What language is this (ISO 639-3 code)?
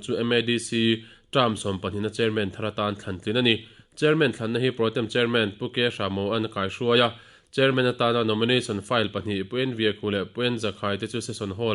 lus